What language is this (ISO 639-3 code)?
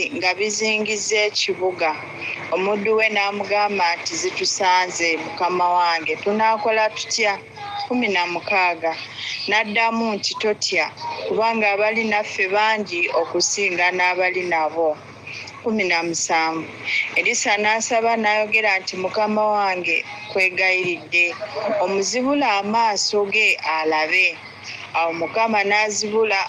lug